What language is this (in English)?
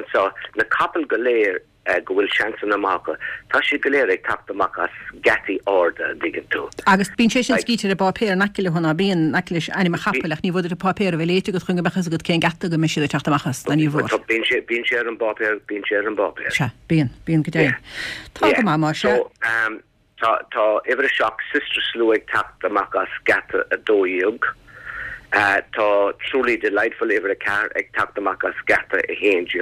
Irish